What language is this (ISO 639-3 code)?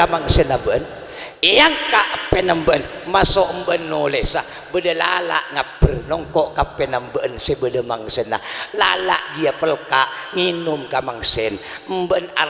mad